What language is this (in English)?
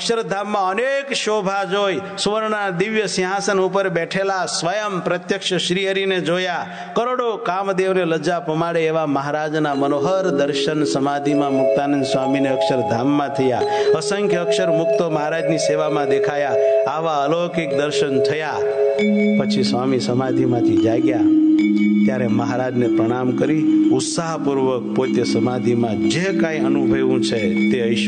Gujarati